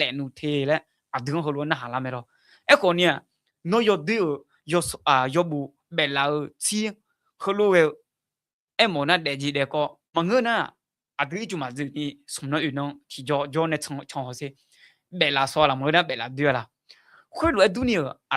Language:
Akha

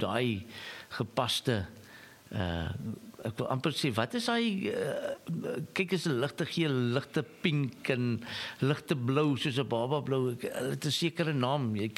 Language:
Afrikaans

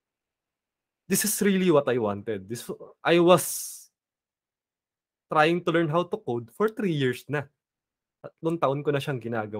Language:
Filipino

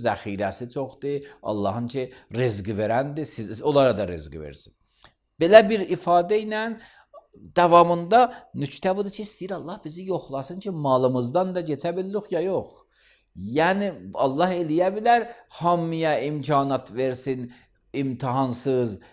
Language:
Azerbaijani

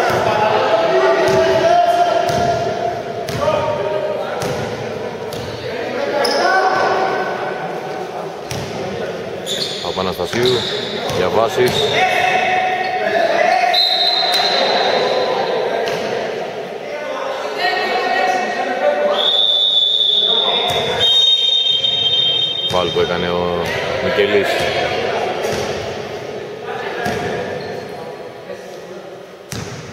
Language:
Greek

